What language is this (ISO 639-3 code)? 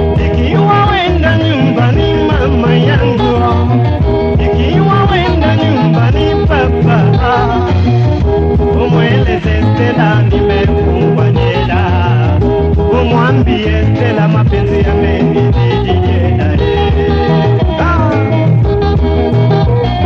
swa